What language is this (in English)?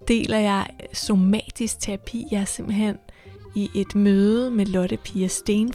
Danish